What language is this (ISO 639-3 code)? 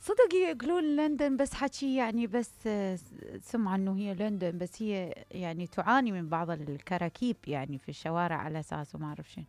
acm